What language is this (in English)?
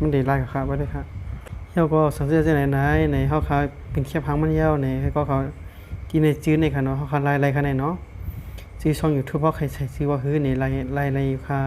Shan